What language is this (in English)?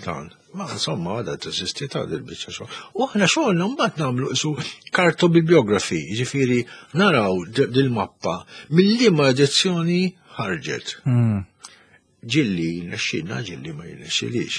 Maltese